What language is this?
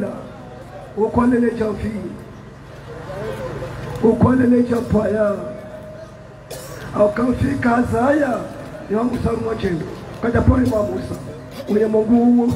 Swahili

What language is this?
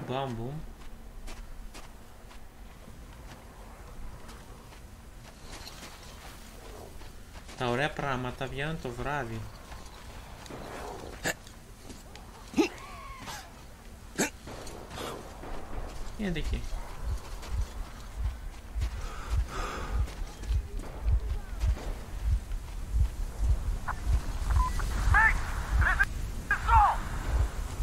Greek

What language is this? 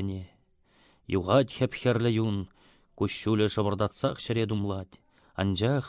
Chuvash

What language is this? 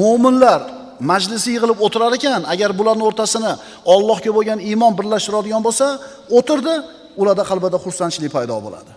Uzbek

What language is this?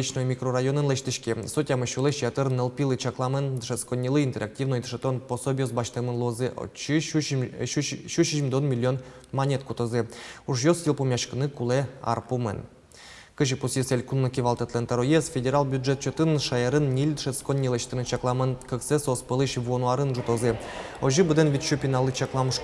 Udmurt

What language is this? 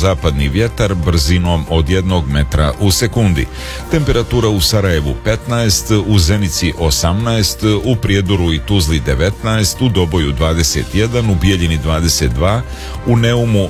Serbian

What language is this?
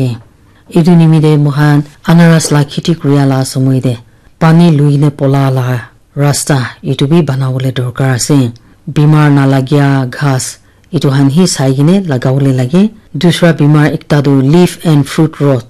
Naga Pidgin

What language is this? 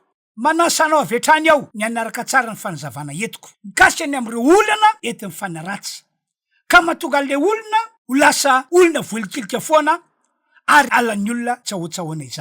Malagasy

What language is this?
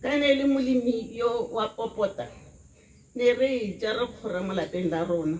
Tswana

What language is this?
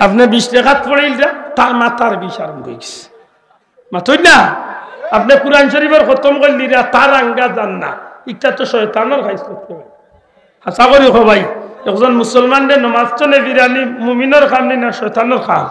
Sylheti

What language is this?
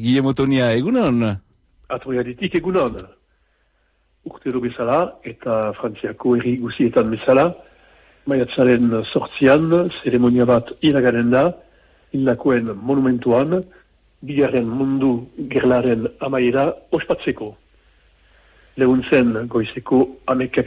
Basque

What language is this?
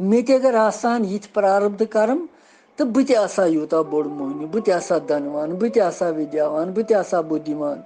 Kashmiri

